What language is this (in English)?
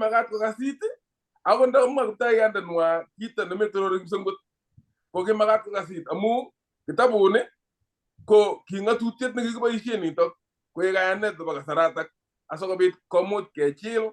Kalenjin